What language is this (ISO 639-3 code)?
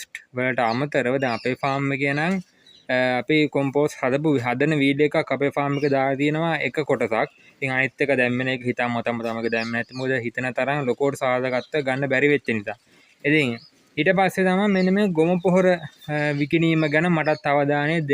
sin